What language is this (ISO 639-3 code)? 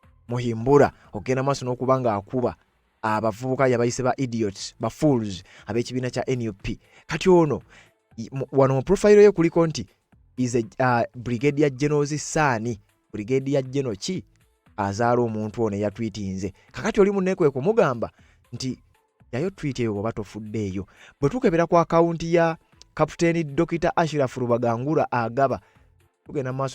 lug